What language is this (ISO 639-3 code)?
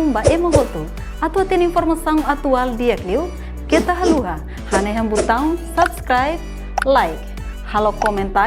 tet